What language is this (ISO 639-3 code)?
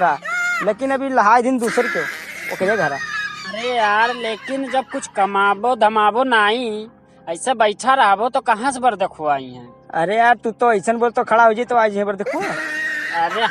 awa